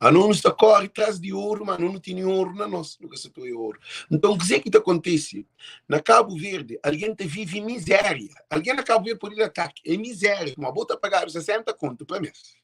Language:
Kabuverdianu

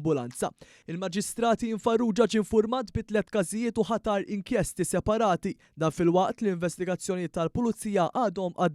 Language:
Maltese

